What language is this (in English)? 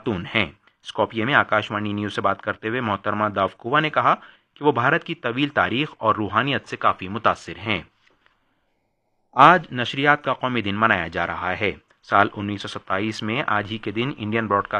Urdu